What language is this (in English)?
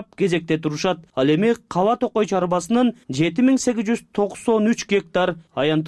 Kyrgyz